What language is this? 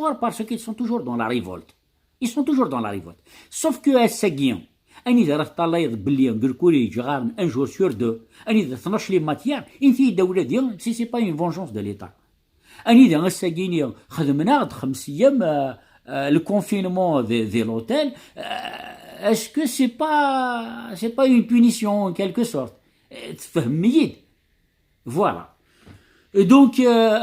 Kabyle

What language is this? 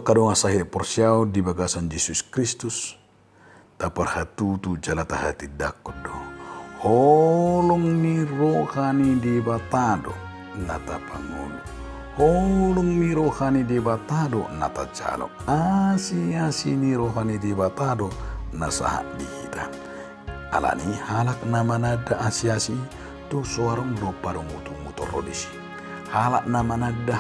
Batak Toba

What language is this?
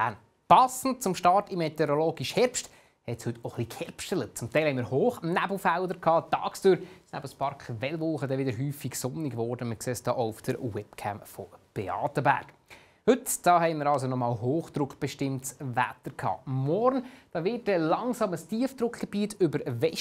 Swiss German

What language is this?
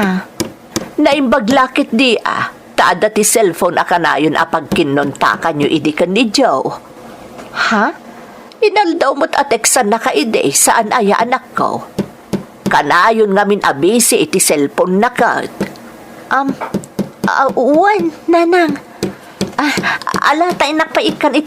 Iloko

